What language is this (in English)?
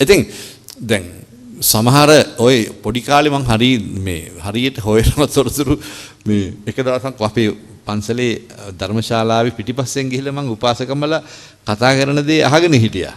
Sinhala